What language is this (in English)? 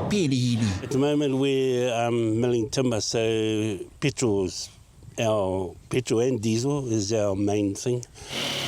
Māori